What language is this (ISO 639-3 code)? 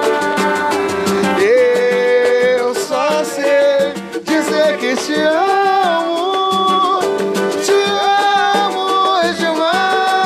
por